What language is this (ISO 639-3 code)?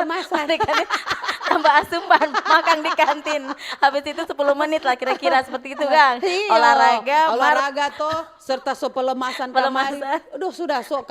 xmm